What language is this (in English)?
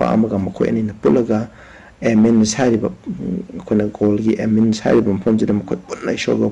Manipuri